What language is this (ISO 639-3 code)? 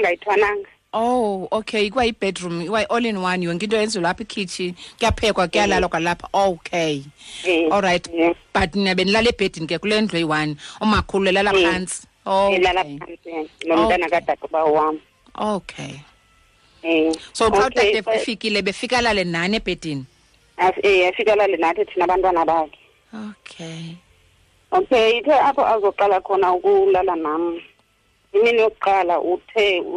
xho